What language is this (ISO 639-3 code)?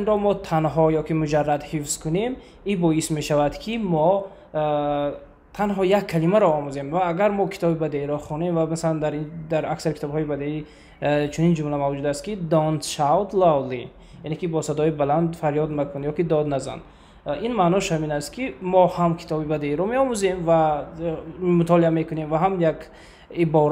tgk